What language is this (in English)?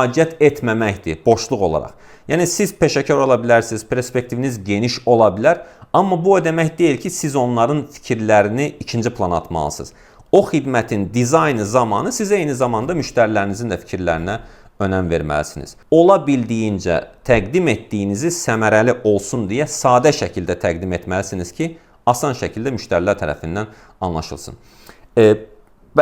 Azerbaijani